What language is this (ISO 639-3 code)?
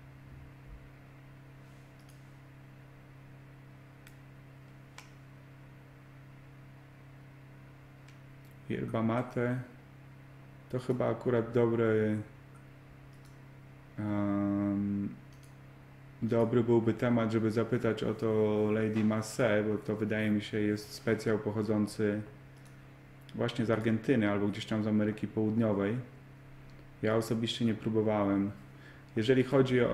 pol